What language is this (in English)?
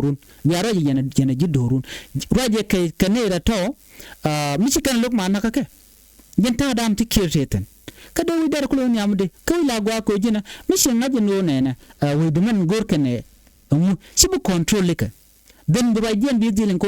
Nuer